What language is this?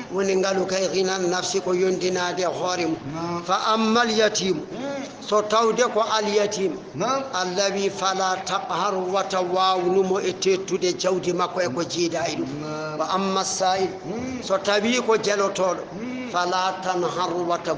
Fula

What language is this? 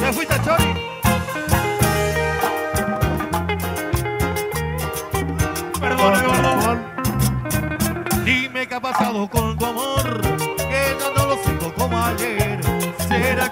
Spanish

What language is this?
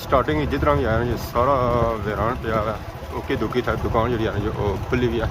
Pahari-Potwari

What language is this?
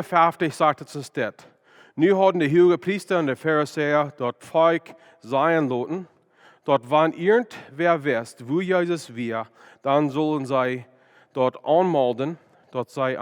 Plautdietsch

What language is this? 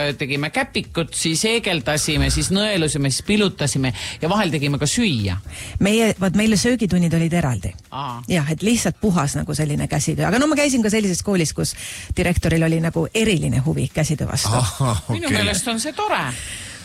Estonian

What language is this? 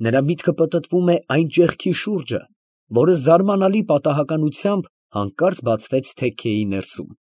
Armenian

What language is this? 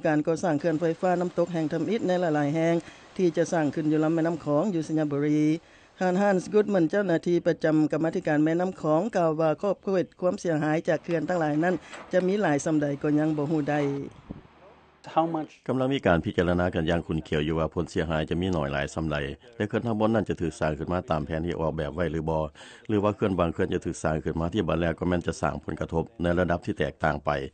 Lao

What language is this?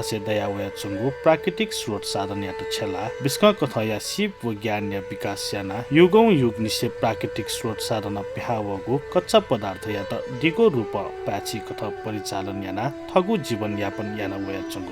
Newari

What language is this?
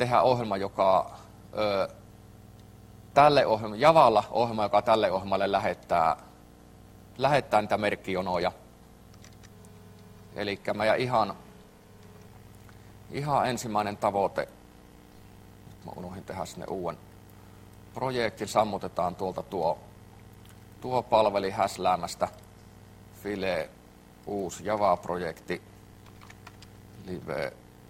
Finnish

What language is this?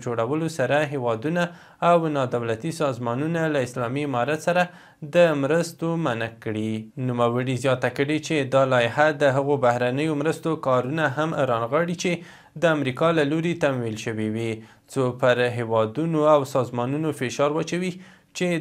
Pashto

